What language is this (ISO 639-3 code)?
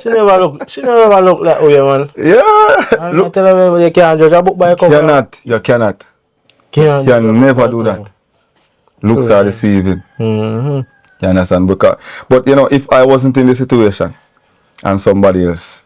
jam